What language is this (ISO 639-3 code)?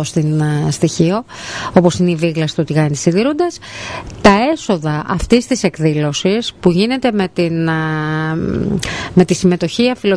ell